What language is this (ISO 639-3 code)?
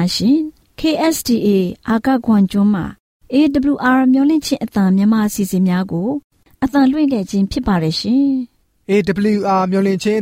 mya